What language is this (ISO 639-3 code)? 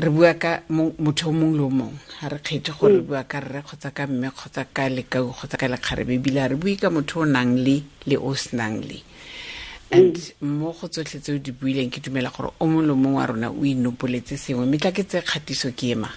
sot